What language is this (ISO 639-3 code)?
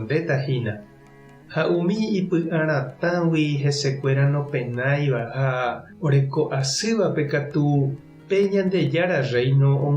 grn